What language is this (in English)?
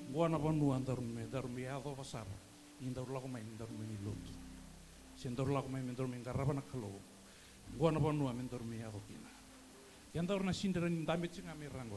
Fijian